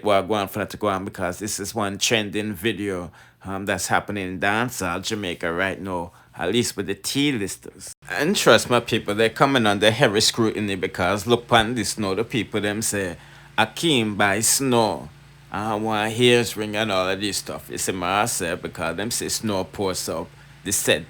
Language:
Jamaican Creole English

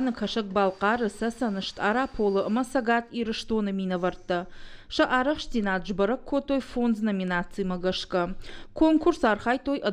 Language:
Ossetic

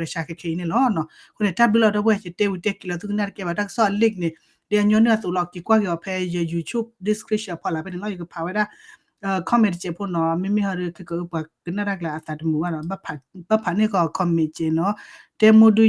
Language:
S'gaw Karen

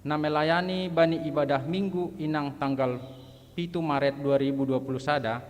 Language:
Batak Simalungun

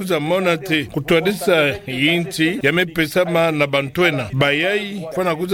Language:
Kituba (Democratic Republic of Congo)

